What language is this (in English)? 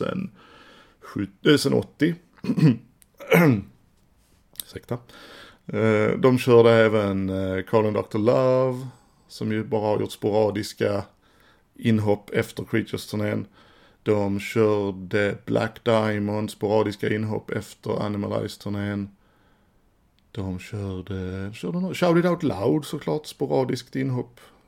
Swedish